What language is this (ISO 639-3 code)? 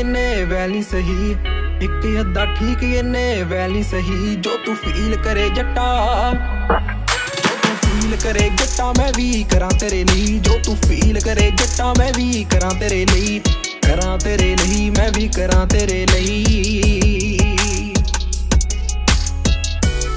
pan